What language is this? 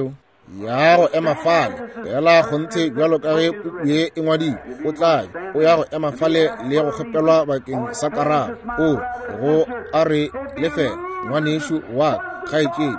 Northern Sotho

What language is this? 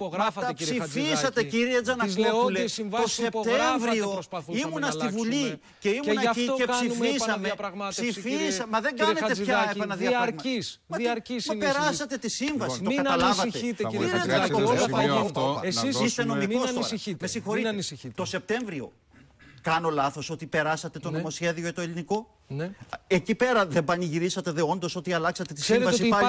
Greek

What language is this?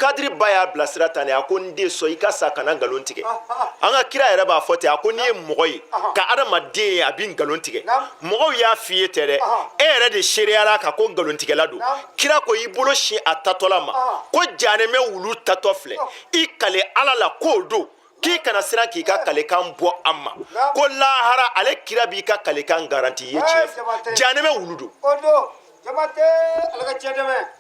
Bambara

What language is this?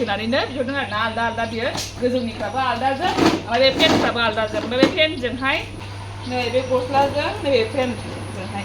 Bodo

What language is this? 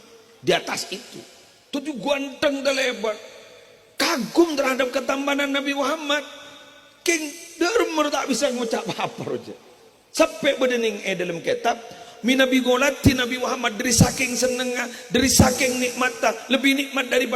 Madurese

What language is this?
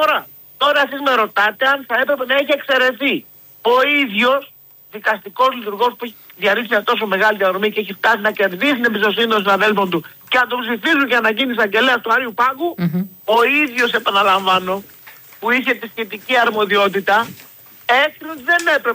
Greek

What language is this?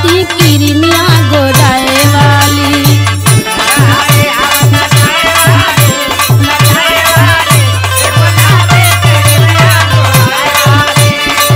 Bhojpuri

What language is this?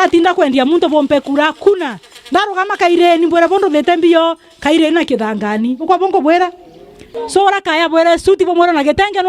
Meru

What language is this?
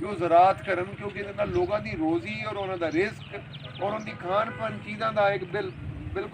Saraiki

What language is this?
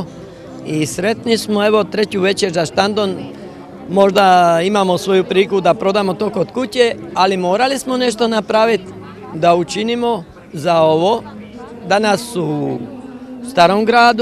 Croatian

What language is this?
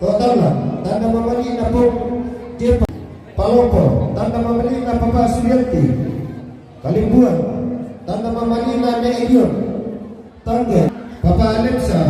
Toraja-Sa'dan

